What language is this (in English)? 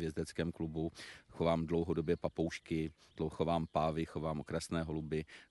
Czech